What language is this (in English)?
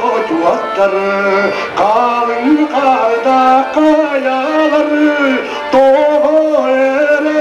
Yakut